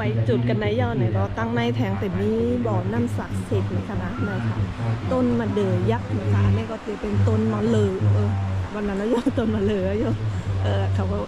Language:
Shan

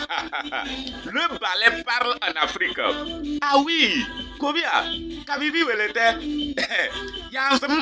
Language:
Kabiyè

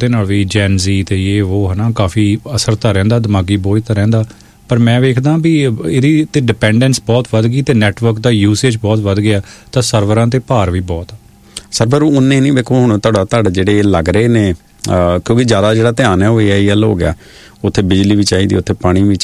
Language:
Punjabi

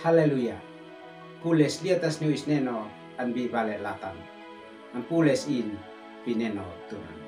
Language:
Uab Meto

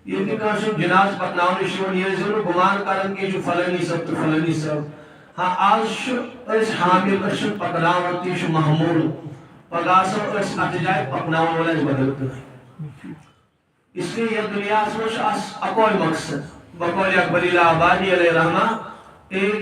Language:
Kashmiri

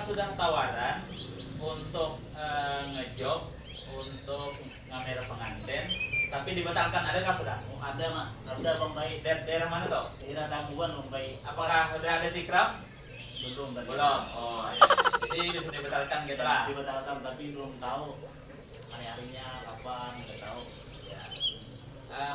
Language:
Banjar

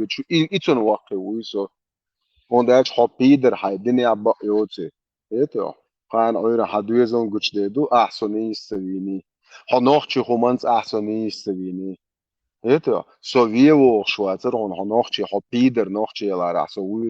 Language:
Chechen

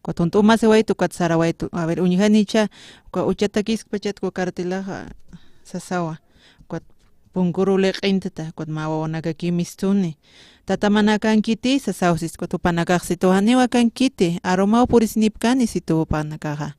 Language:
Aymara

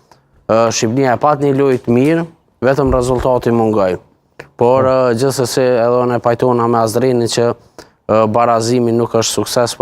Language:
Albanian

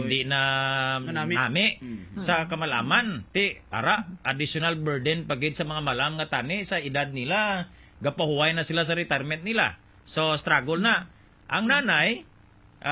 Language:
Hiligaynon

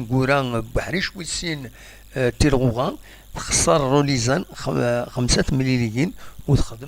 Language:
Kabyle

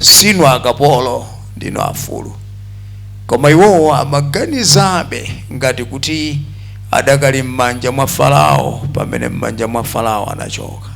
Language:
Nyanja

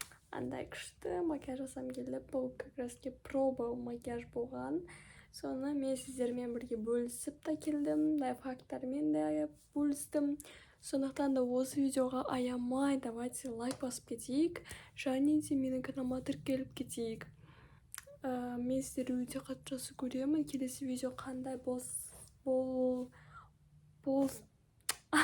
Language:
Kazakh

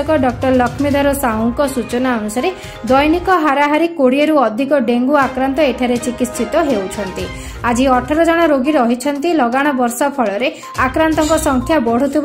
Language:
Odia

